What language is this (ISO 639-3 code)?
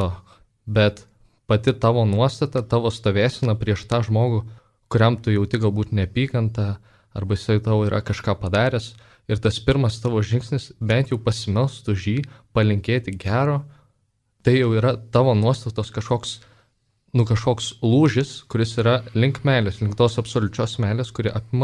lit